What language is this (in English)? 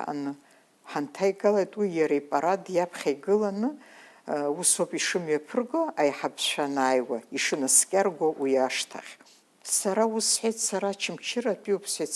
Abkhazian